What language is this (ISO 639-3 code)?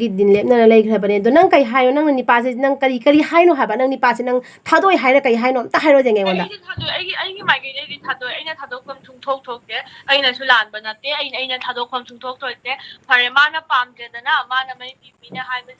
mni